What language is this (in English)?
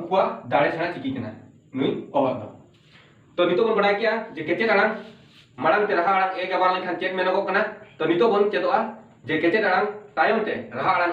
Santali